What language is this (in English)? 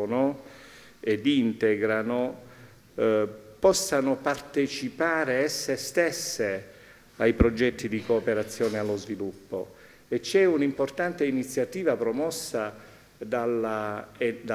Italian